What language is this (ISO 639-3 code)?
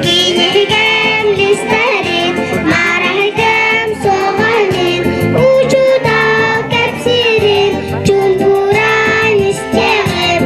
sah